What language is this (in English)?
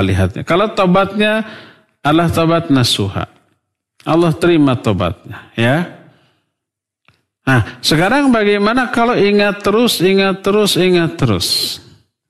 Indonesian